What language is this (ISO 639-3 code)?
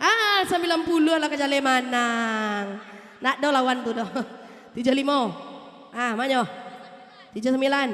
min